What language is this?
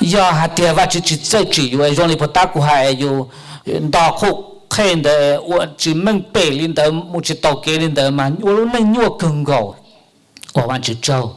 Hmong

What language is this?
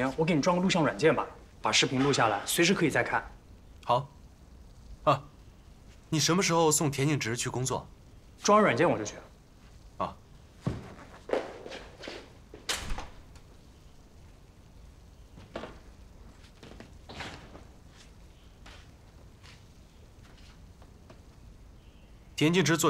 Chinese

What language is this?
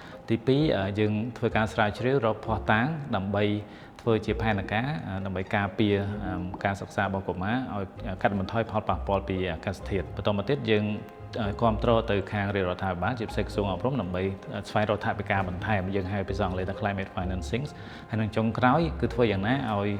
Khmer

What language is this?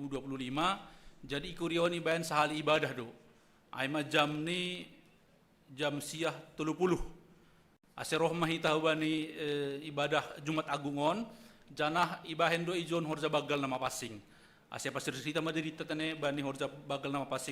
Batak Simalungun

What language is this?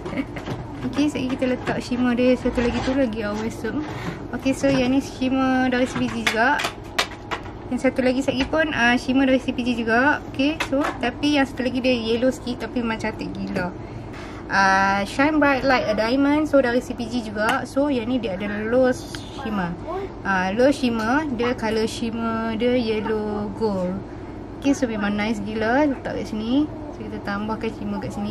Malay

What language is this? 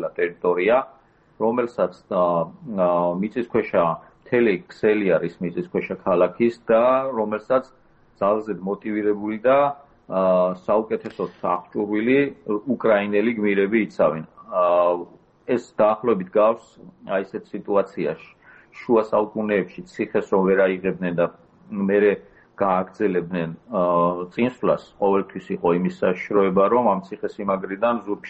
Georgian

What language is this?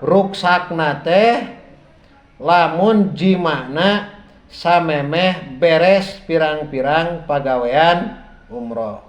Sundanese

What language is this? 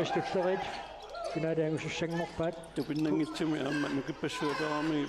Kalaallisut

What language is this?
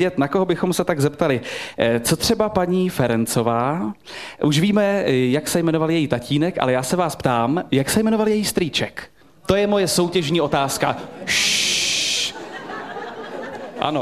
Czech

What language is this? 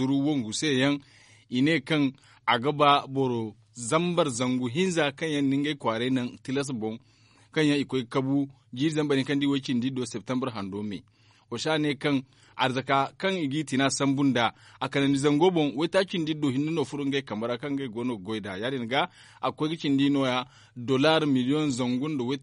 Zarma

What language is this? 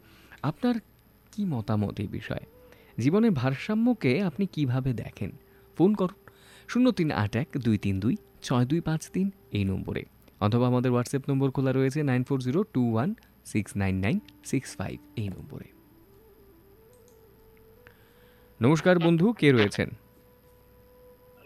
Bangla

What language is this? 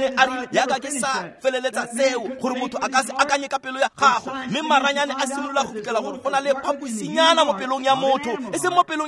Tswana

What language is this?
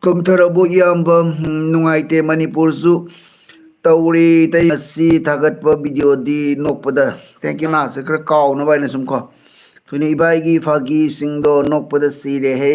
Manipuri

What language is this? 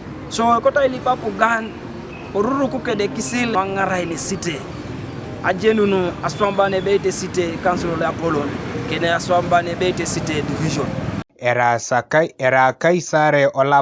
Teso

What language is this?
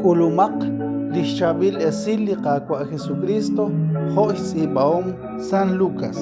Kekchí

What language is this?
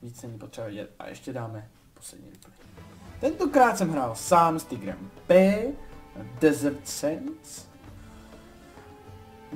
Czech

